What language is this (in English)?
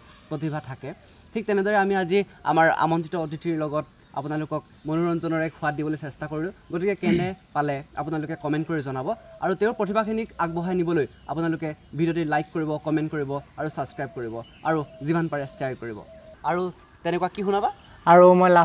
Assamese